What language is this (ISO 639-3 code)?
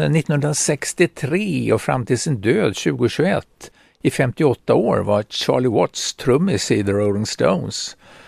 swe